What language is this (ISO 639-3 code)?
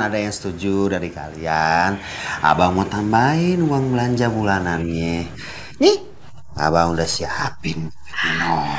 bew